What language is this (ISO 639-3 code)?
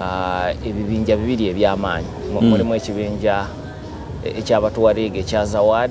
lug